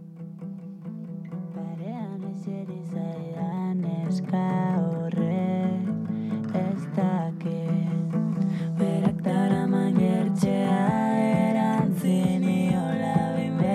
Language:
Basque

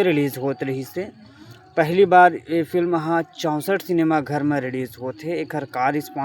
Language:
Chhattisgarhi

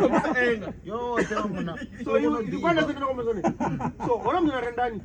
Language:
Venda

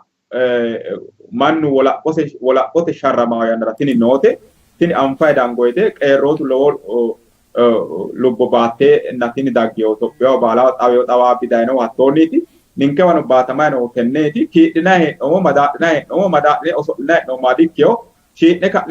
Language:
Sidamo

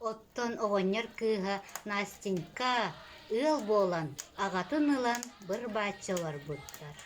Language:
Yakut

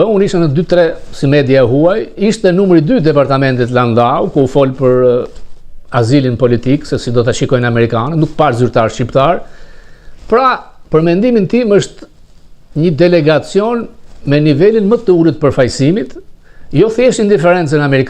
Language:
Albanian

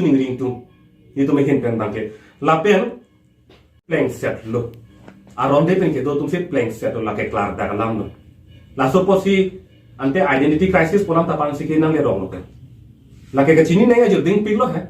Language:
Karbi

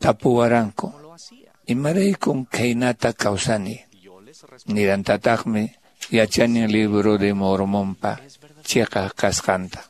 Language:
Quechua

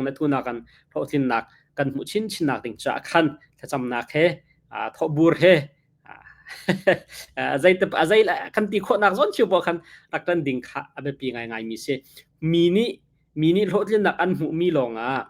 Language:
Hakha Chin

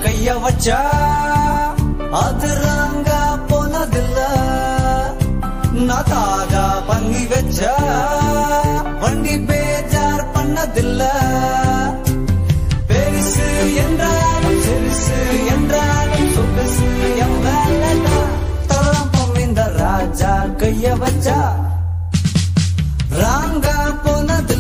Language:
Tamil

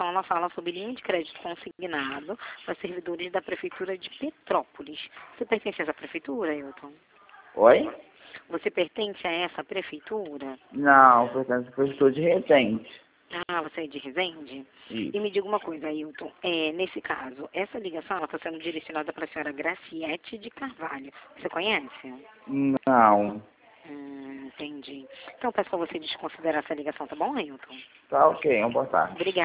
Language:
Portuguese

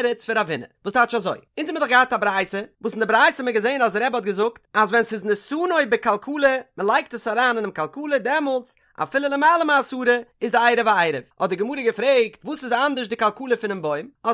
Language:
Yiddish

